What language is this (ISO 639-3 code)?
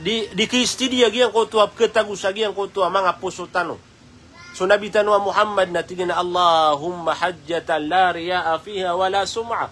mrw